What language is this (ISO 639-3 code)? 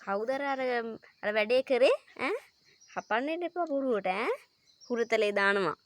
sin